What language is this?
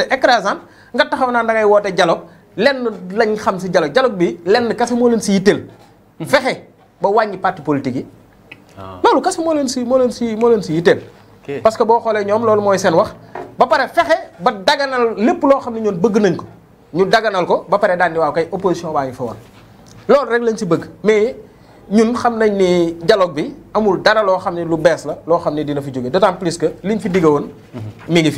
Wolof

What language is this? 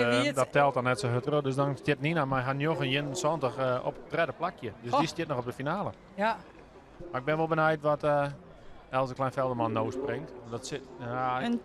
Western Frisian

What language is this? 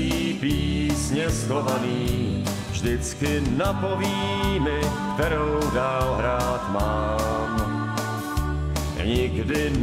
Czech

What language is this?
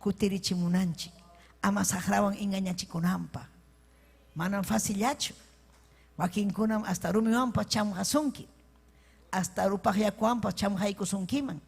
Ayacucho Quechua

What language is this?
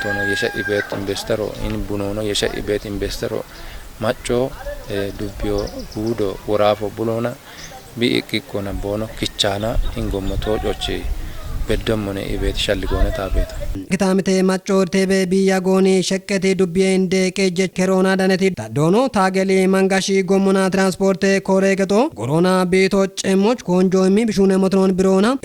Kafa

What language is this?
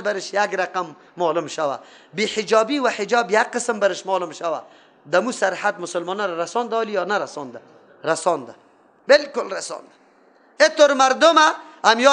Persian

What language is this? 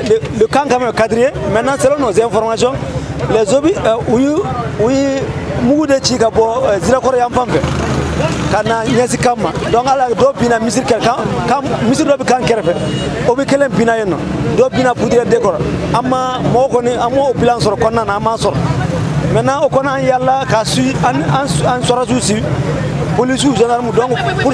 Bambara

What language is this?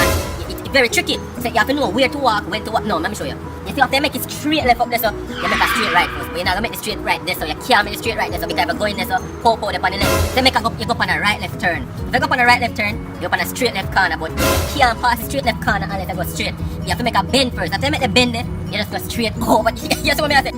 Jamaican Creole English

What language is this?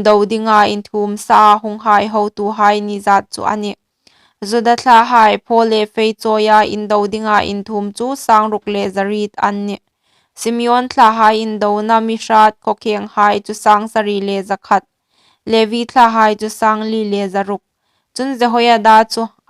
Hmar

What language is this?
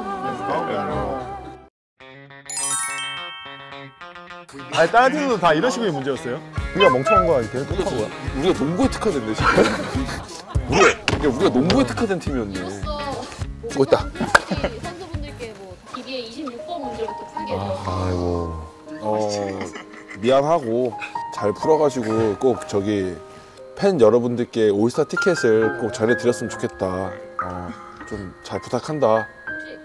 Korean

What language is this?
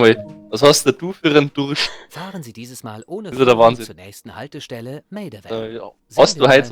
Bavarian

